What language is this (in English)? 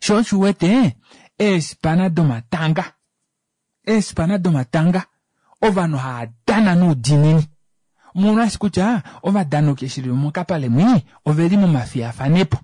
Kuanyama